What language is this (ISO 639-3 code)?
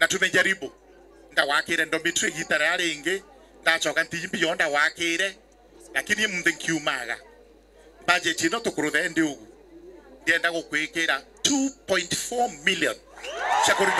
mer